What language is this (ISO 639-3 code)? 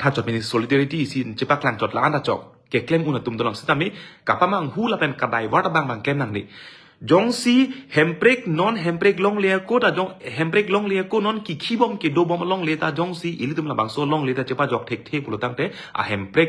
mjw